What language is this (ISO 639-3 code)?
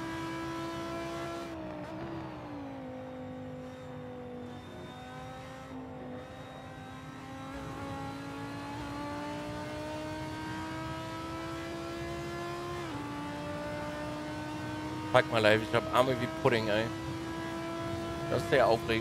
deu